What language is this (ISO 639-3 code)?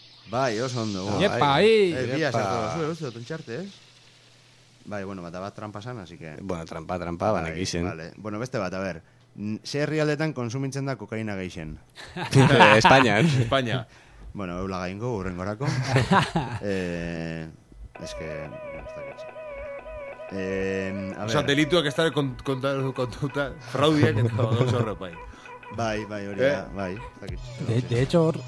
eus